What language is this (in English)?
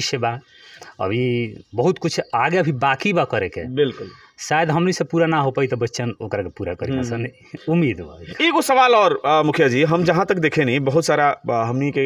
Bhojpuri